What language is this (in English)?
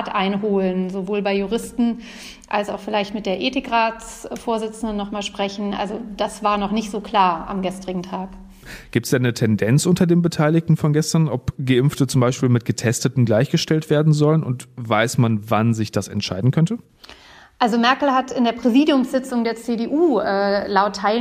German